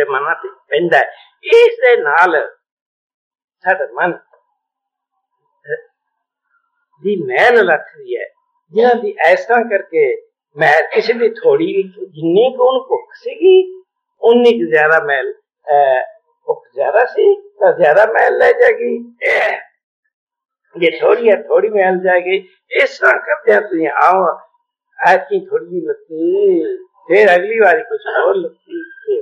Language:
Punjabi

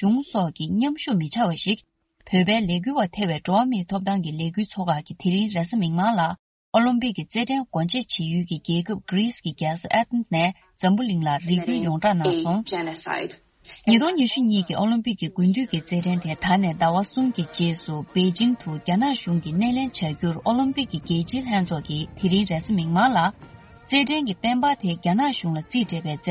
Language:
Tibetan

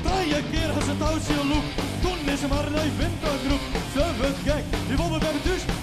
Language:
Western Frisian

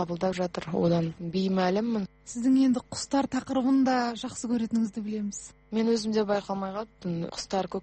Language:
Kazakh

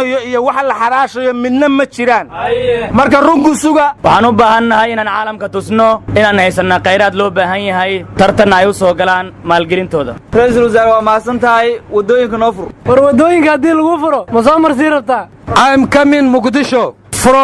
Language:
Somali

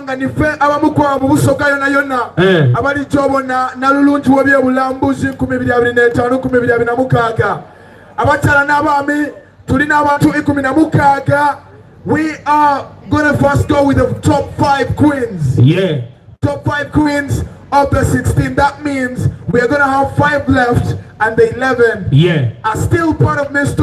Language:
Soga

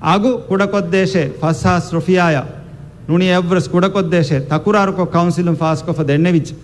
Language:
Divehi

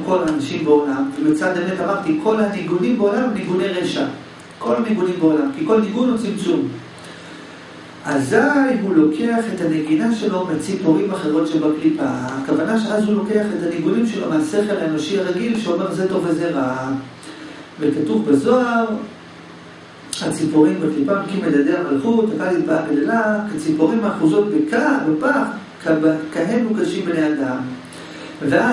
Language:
Hebrew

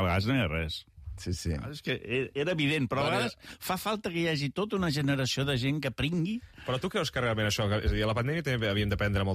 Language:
Catalan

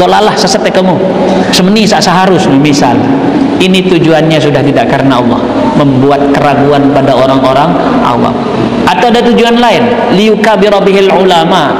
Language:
Sasak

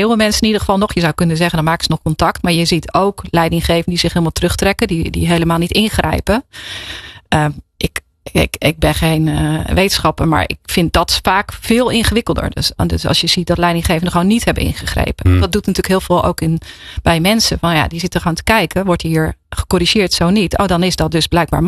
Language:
Dutch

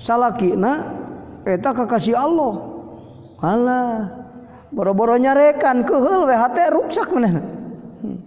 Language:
Sundanese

